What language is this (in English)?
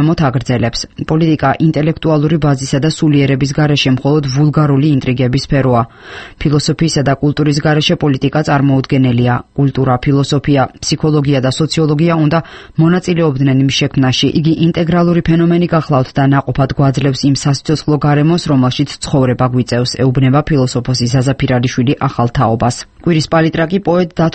Georgian